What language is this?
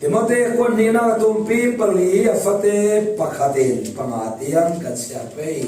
Falam Chin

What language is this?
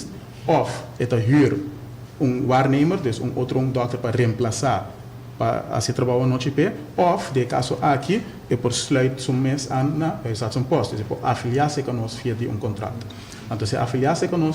Papiamento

